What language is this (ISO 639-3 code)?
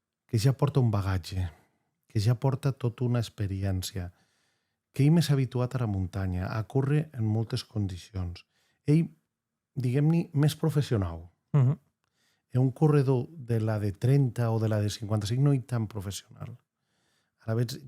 oci